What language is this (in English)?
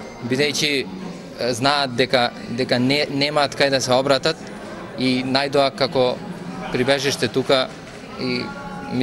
Macedonian